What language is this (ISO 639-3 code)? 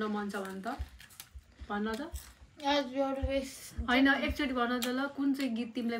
nep